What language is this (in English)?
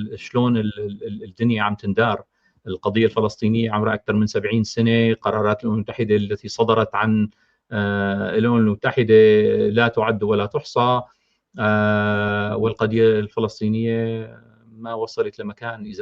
North Levantine Arabic